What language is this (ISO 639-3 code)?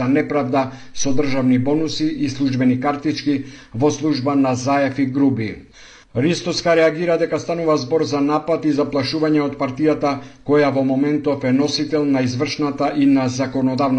mkd